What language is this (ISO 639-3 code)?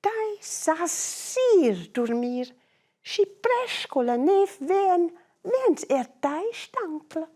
roh